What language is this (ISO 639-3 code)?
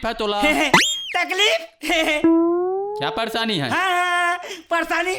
hne